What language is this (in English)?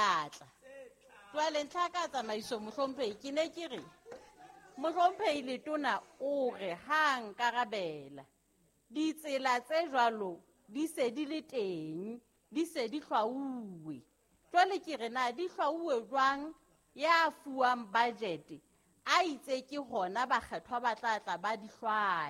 Southern Sotho